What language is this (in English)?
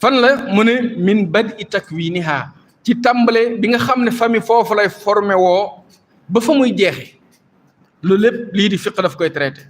Wolof